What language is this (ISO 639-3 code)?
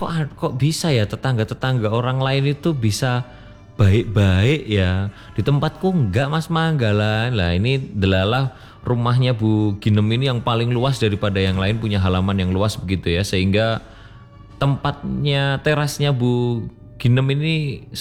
ind